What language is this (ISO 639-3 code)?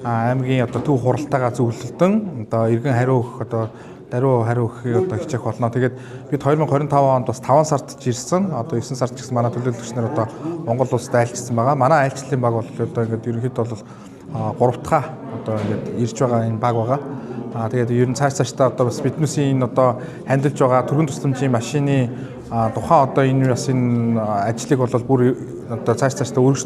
mon